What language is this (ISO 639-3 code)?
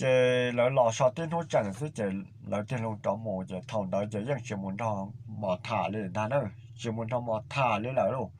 hmn